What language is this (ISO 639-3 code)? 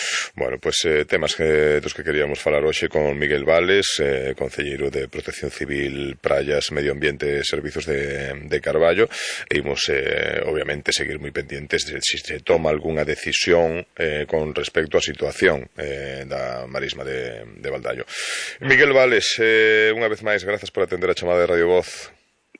glg